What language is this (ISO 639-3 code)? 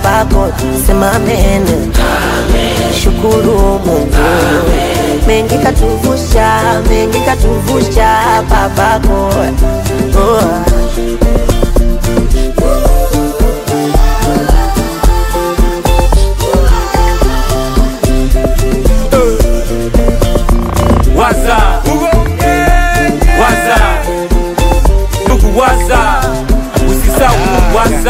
swa